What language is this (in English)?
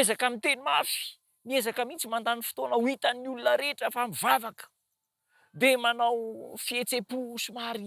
Malagasy